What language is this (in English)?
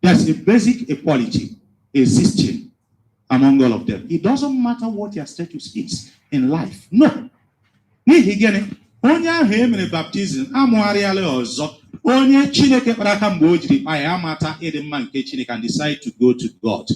Igbo